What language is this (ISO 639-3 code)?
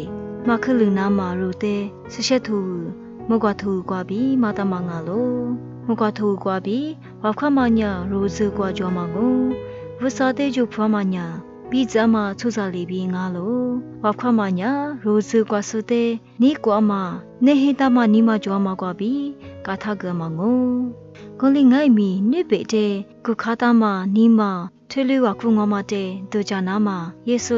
lis